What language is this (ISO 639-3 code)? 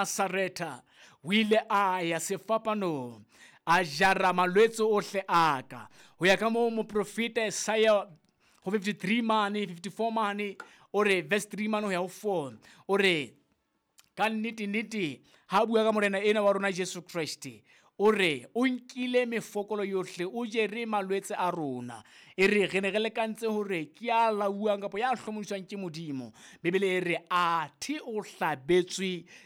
sot